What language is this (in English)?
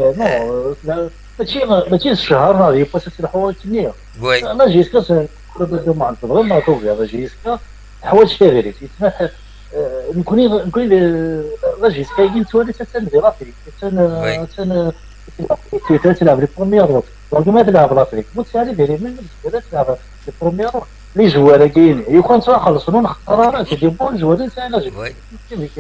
Kabyle